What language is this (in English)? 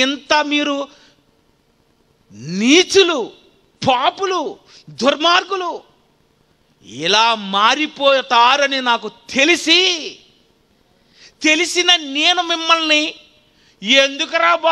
Telugu